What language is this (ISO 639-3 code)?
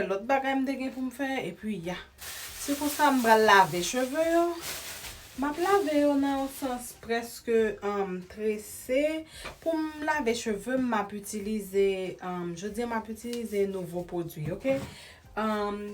hat